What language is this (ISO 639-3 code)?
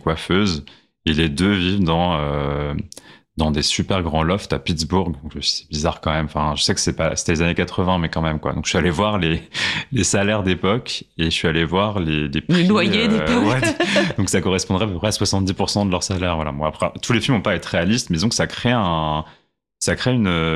fra